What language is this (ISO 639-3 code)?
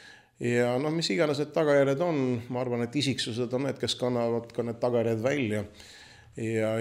est